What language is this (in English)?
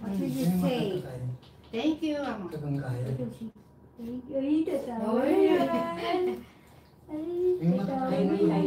Pampanga